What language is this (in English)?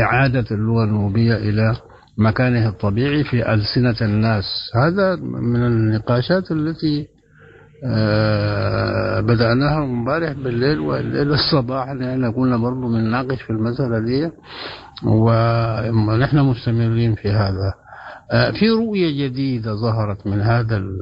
Sudanese Arabic